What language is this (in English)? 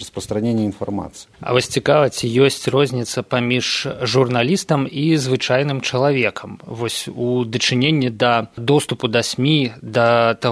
Belarusian